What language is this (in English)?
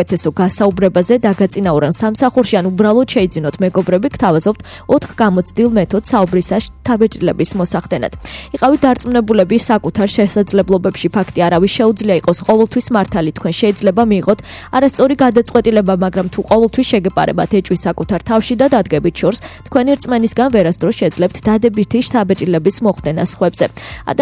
Georgian